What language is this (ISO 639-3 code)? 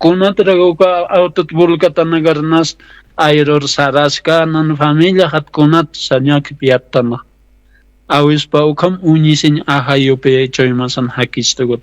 aym